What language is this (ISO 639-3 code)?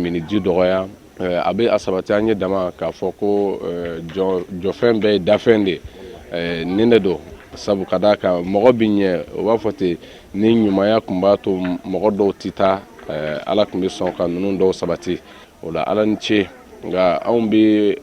bam